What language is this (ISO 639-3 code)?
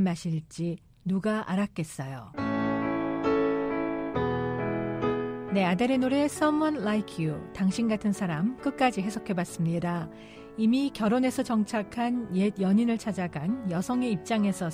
kor